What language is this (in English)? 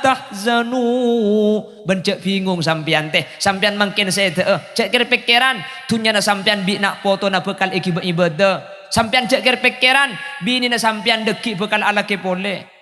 Madurese